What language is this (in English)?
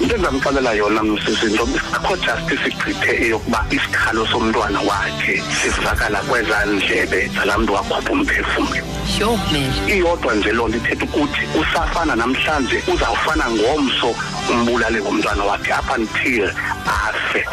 Xhosa